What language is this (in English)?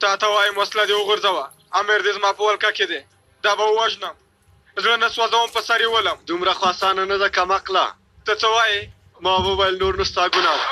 Pashto